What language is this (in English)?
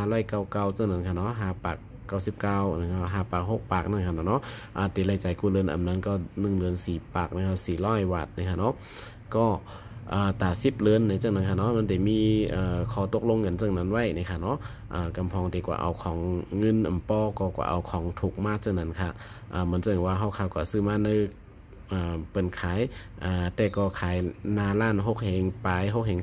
Shan